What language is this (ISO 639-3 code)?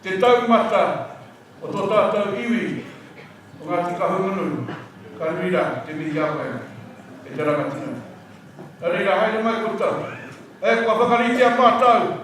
mri